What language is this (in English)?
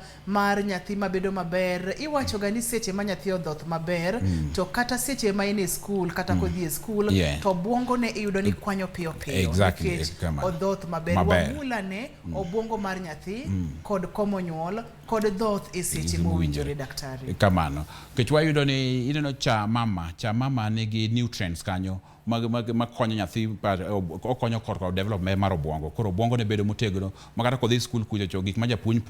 Luo (Kenya and Tanzania)